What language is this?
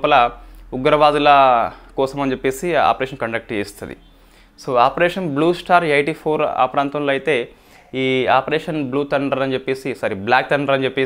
Telugu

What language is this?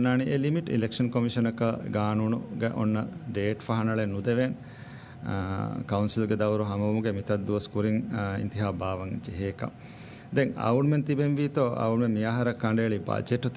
Divehi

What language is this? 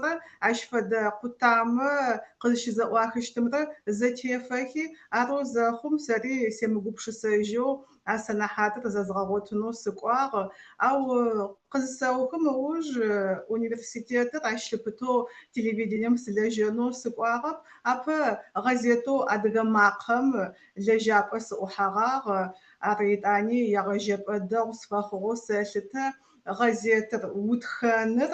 Adyghe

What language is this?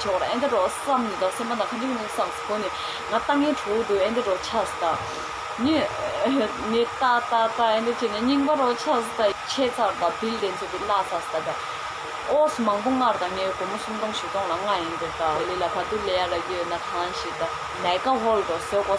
Tibetan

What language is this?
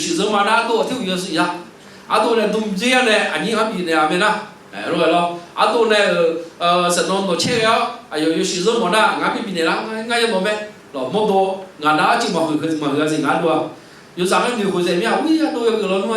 Akha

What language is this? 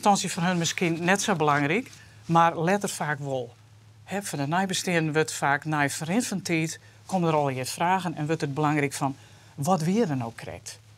Western Frisian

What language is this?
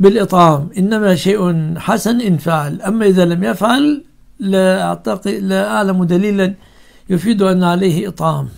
Egyptian Arabic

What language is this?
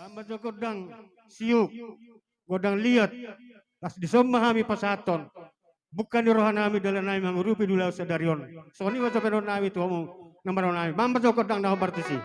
Batak Toba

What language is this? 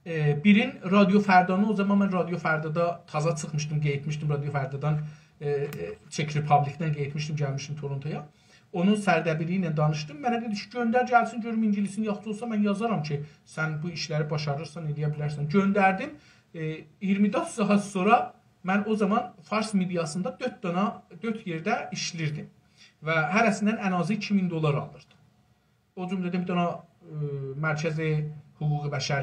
South Azerbaijani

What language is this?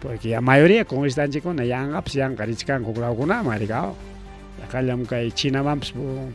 Ayacucho Quechua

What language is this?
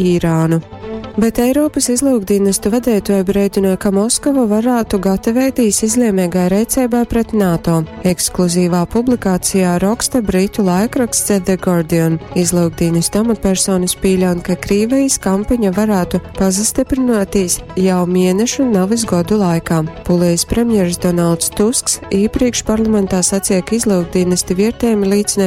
Latgalian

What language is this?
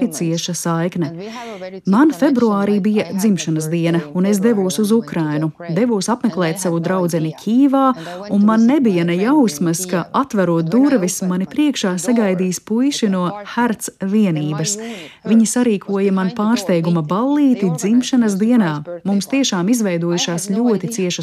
Latvian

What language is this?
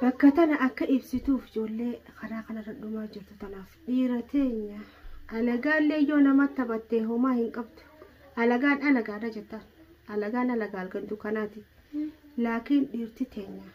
Oromo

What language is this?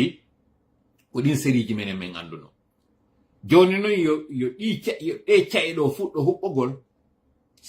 Fula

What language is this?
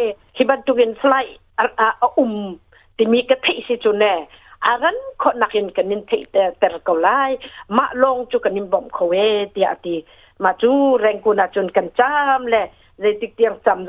Hakha Chin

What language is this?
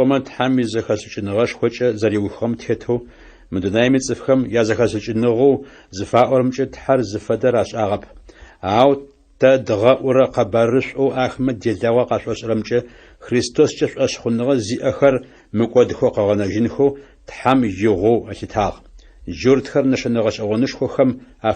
Adyghe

